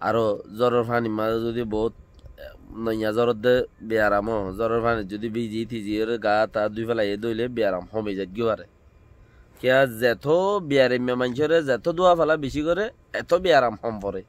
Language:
Rohingya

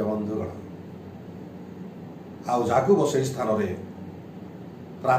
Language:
Odia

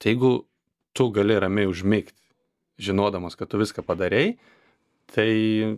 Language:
Lithuanian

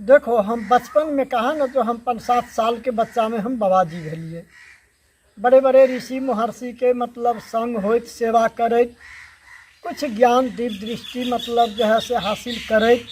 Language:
Maithili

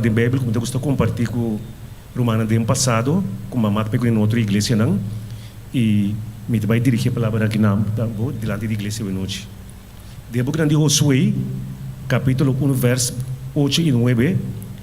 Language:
Papiamento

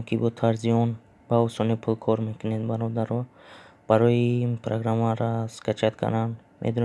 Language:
Tajik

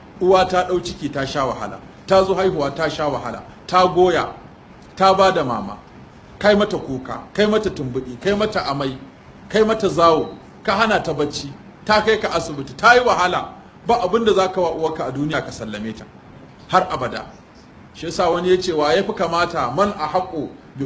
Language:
Hausa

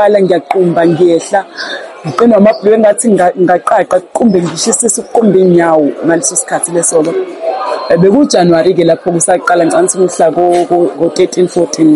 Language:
Zulu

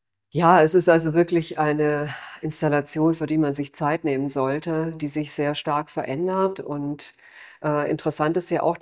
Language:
German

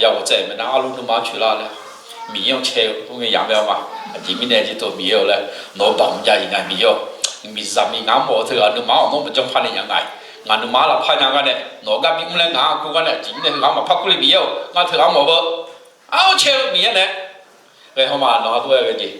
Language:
Akha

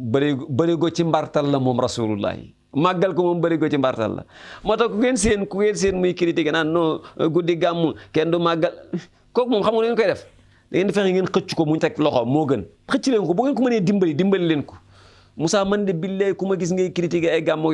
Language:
Wolof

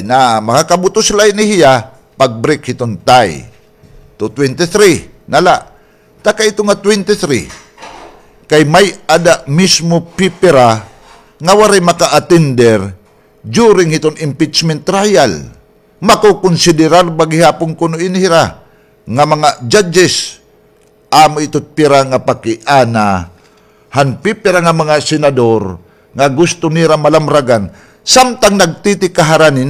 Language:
Waray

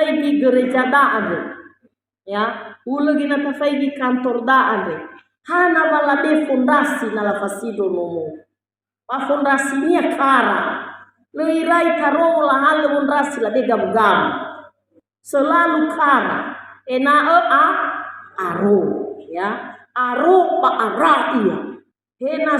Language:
Nias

